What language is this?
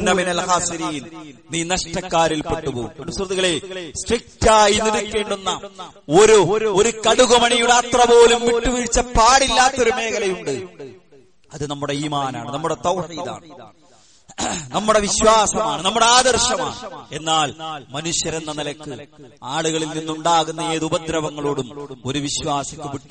Malayalam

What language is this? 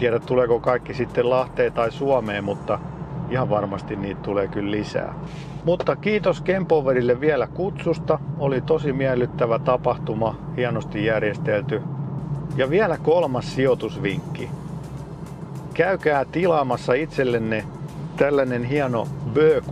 Finnish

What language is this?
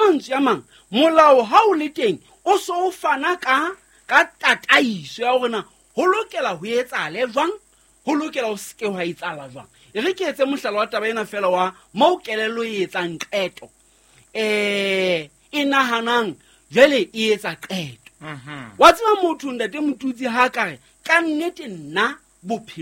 Southern Sotho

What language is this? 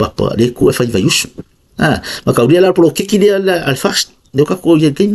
Samoan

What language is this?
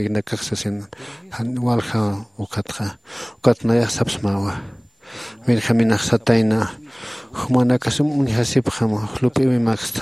Aymara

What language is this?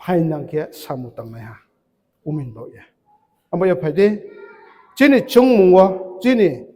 Riang (India)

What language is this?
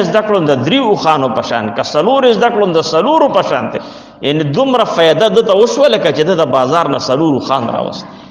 Pashto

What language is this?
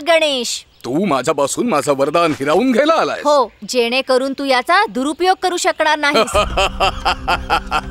Marathi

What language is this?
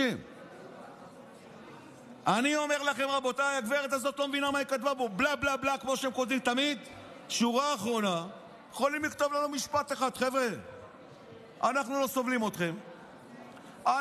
Hebrew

